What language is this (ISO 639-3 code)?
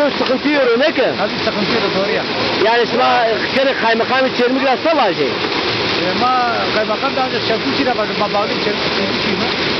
zza